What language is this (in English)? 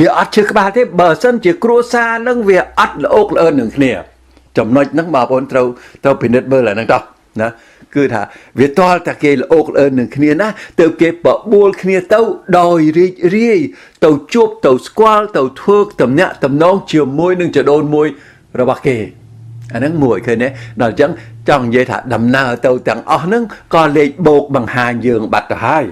Khmer